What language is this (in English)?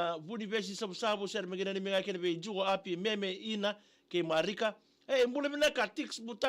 Fijian